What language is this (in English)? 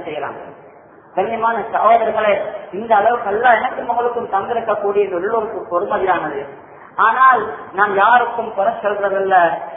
Tamil